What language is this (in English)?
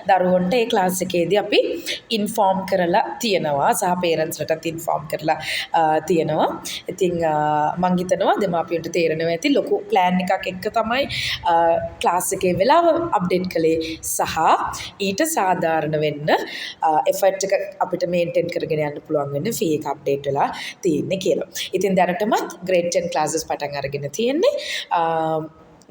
Sinhala